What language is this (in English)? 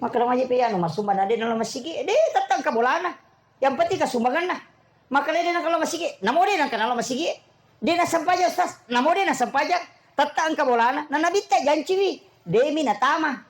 Buginese